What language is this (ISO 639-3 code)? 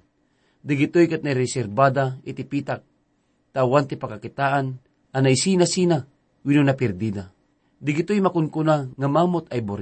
ilo